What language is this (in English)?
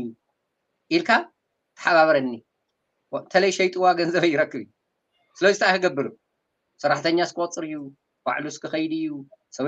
Tigrinya